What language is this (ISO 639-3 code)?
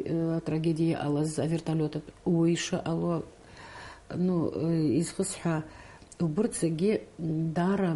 abk